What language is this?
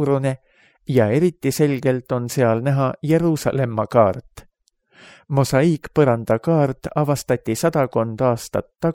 Estonian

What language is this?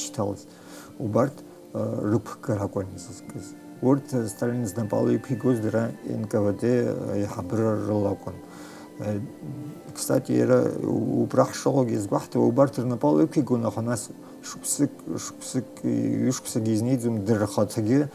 Abkhazian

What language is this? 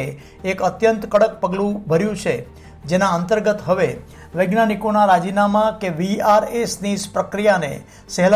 Gujarati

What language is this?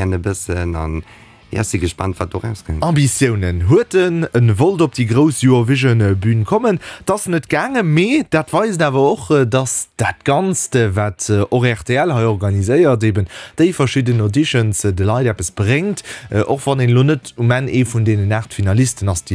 Luxembourgish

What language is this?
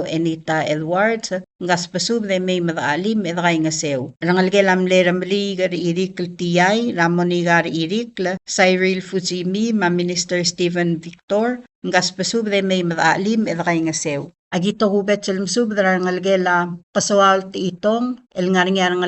Palauan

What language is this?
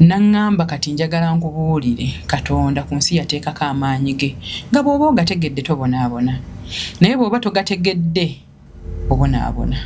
Ganda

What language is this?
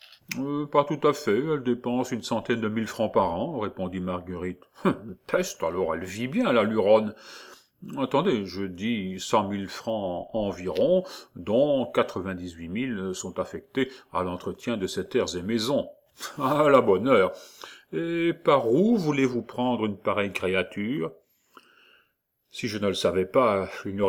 French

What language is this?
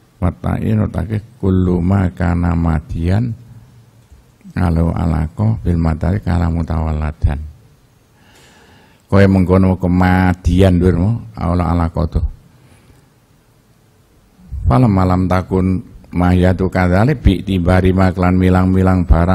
Javanese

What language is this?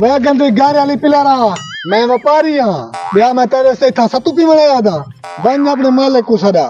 Saraiki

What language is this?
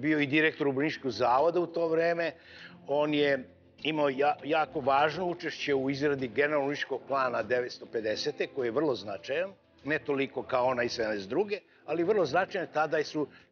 Serbian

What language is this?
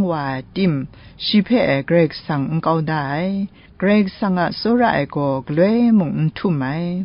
Kachin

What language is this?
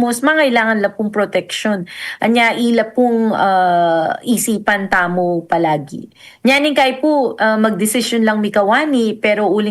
Pampanga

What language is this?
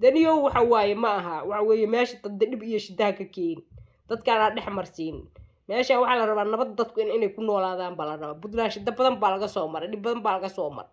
Somali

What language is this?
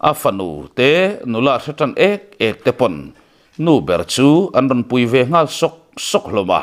Mizo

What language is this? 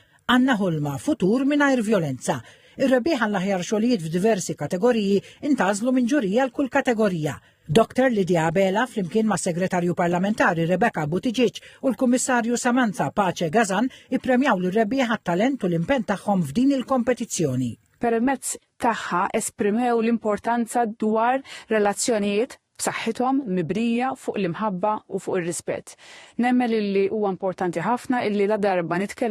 Maltese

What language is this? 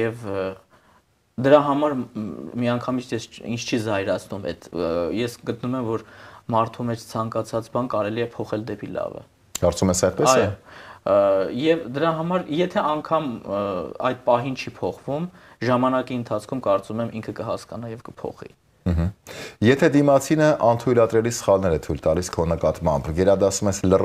Armenian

